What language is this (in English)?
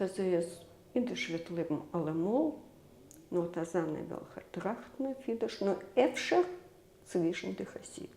Yiddish